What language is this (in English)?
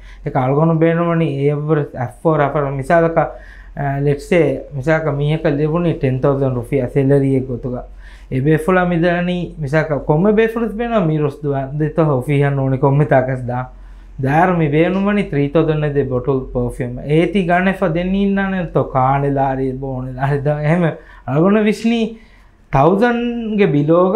Divehi